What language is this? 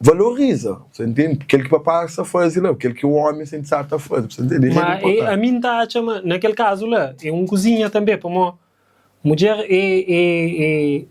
Kabuverdianu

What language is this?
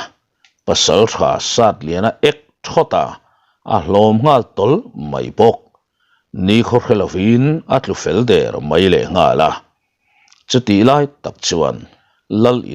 Mizo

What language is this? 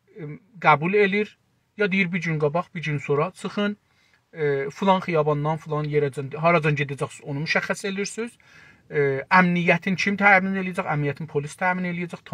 South Azerbaijani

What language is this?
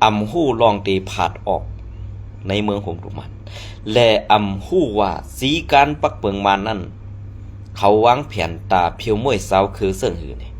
Shan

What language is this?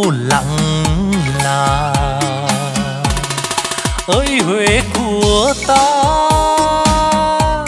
Vietnamese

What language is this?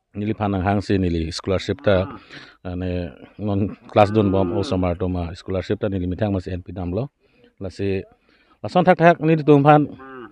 Karbi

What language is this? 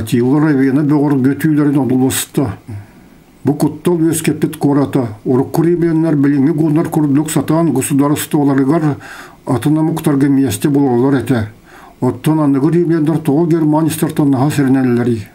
Yakut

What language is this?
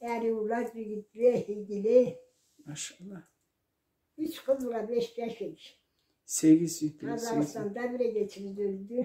Karachay-Balkar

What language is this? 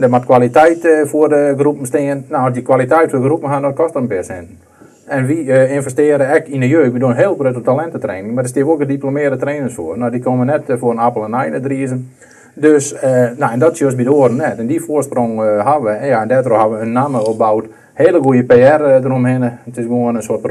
Western Frisian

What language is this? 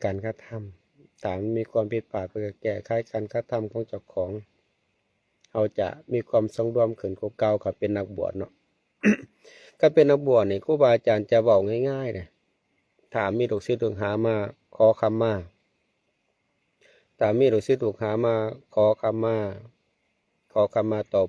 Lao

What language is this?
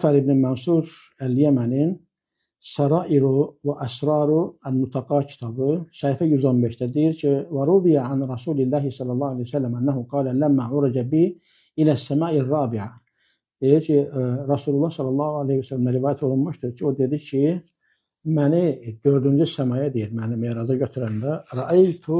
Azerbaijani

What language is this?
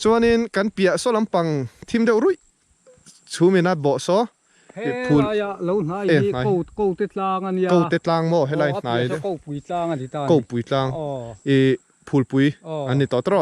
Mizo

